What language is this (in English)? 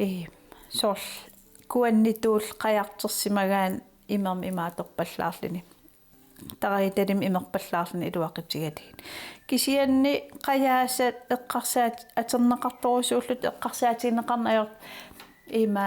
Kalaallisut